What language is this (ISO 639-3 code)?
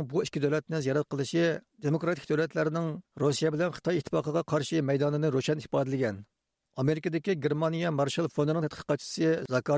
uig